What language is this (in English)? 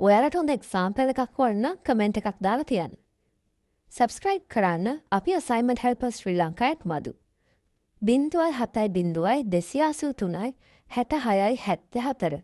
Sinhala